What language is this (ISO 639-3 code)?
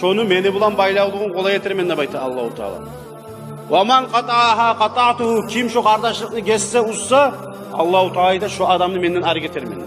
kum